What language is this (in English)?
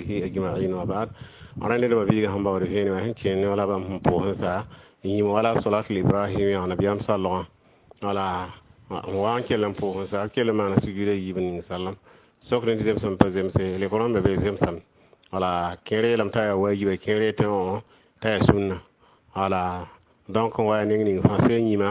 Mossi